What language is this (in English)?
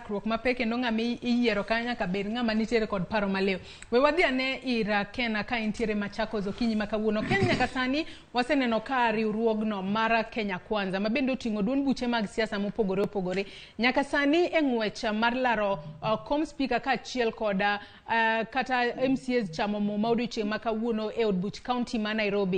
Luo (Kenya and Tanzania)